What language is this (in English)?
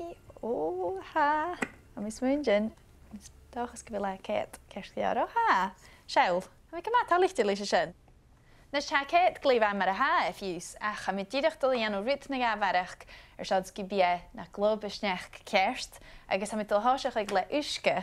Scottish Gaelic